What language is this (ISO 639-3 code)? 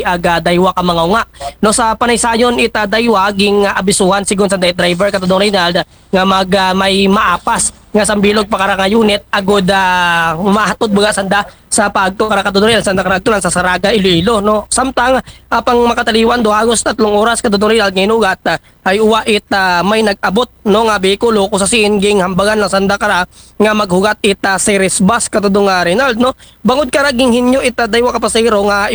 akl